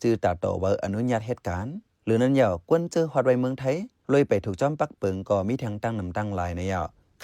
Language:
Shan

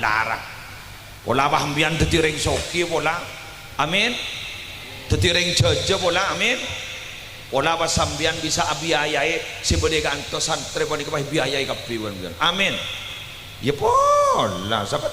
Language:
Madurese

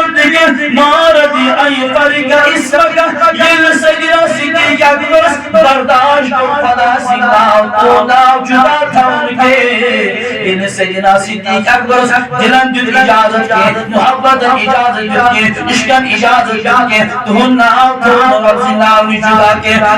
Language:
Kashmiri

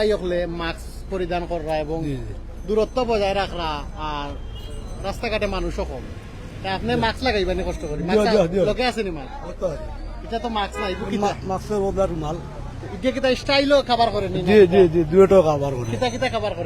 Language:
Sylheti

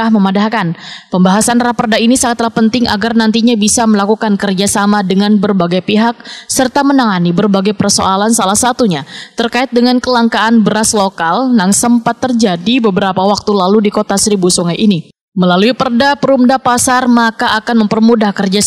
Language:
Banjar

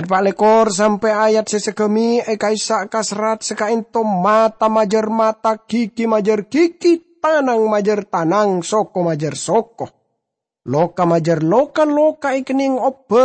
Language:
Madurese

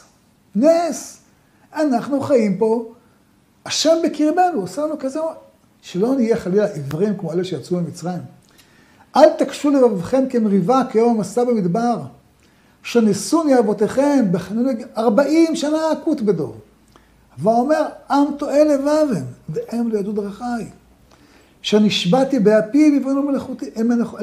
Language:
Hebrew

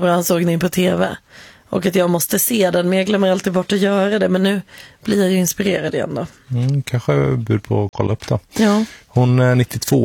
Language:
Swedish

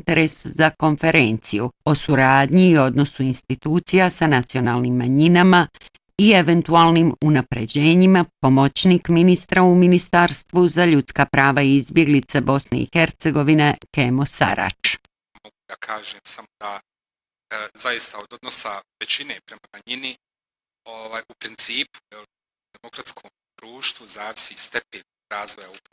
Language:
Bosnian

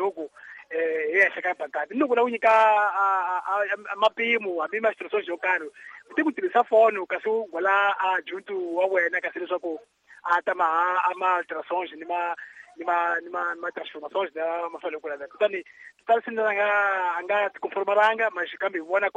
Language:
Tsonga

